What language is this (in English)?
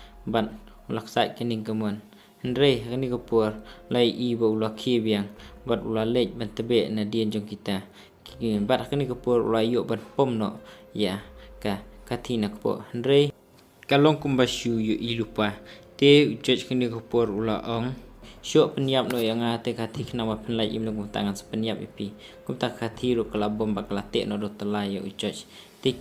Khasi